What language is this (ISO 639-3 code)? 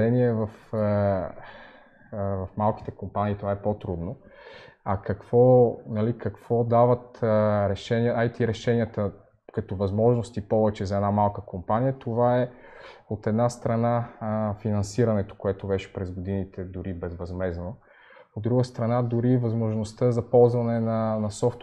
bul